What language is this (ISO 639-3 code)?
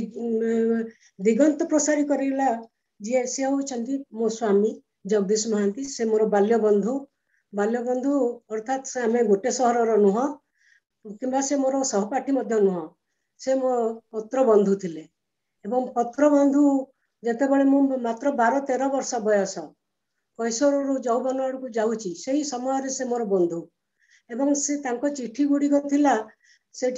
ori